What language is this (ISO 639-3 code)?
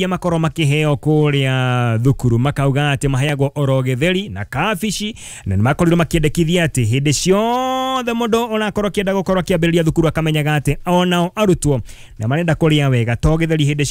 kik